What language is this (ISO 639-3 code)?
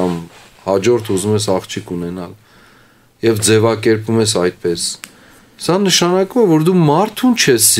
hye